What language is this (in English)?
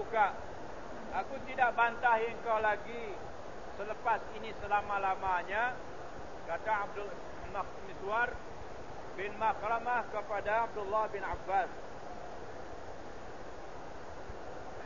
Malay